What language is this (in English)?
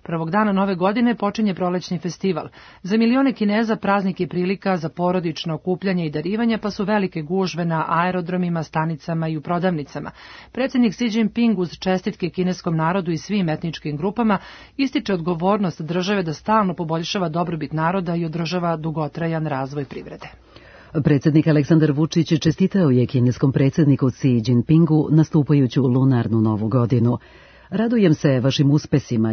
Serbian